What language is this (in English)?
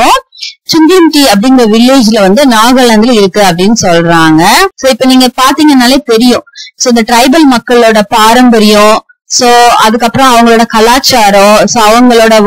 Tamil